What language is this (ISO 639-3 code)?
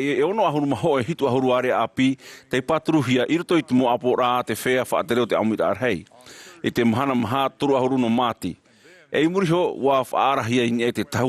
tah